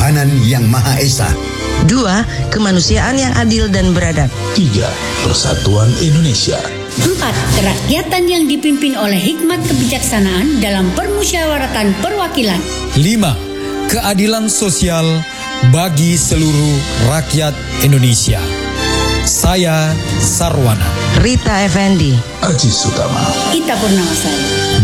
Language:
Indonesian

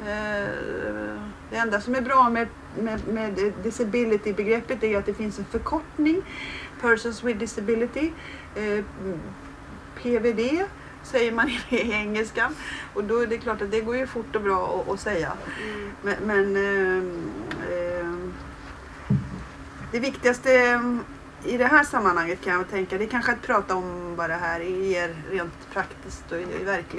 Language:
Swedish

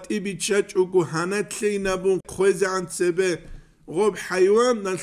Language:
Avaric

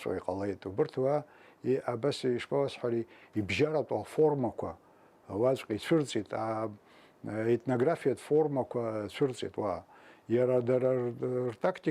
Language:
Abkhazian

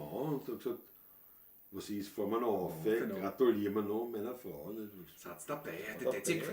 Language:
Bavarian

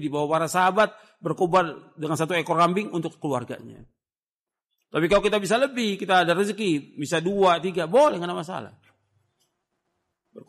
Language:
Indonesian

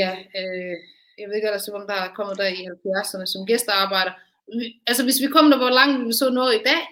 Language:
Danish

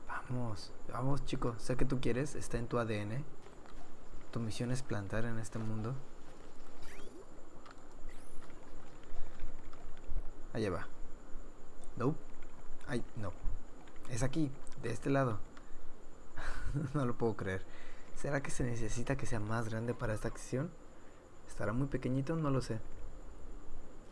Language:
Spanish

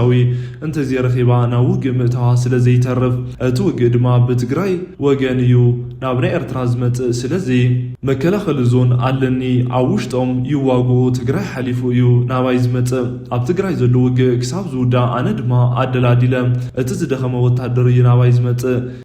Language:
Tigrinya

